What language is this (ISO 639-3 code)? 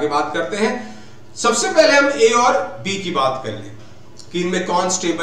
hin